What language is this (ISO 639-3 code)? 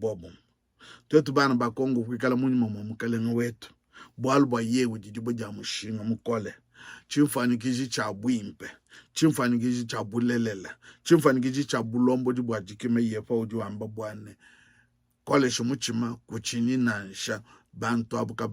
lua